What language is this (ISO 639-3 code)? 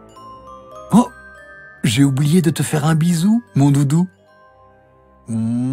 fra